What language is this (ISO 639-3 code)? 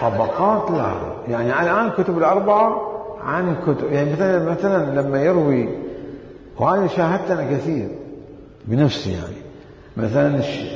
acm